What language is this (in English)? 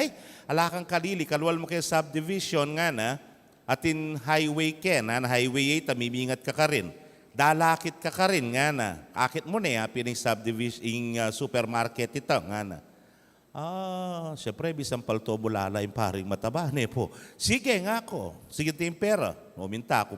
Pampanga